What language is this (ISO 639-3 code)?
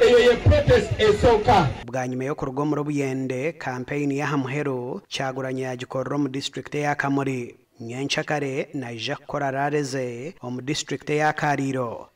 nyn